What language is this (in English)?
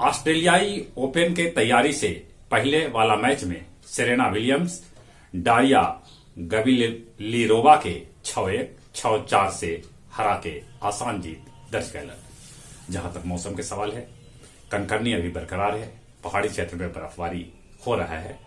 Magahi